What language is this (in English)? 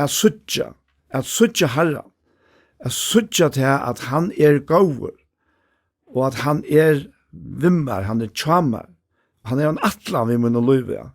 Faroese